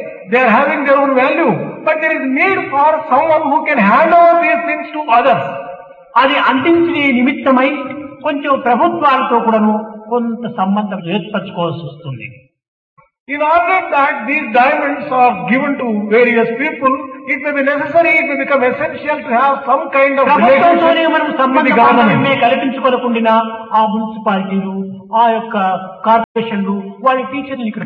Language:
Telugu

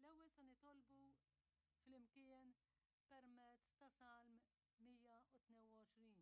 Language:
Maltese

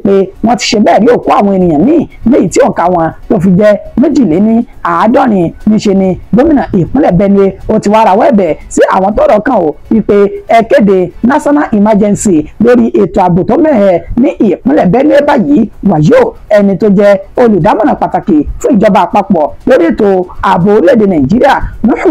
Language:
Yoruba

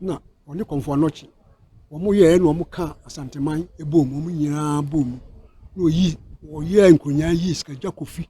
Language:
Akan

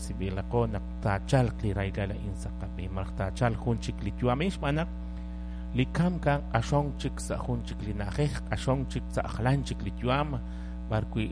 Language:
Kekchí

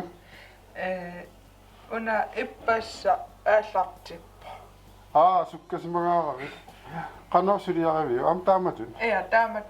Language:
Kalaallisut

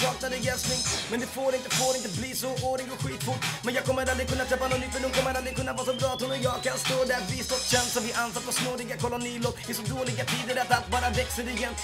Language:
Swedish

